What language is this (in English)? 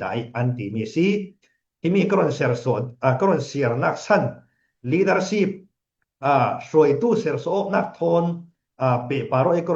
Falam Chin